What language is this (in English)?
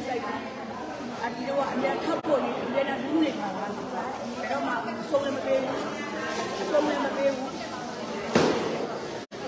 Burmese